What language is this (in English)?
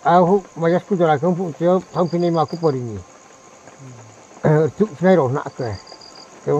Riang (India)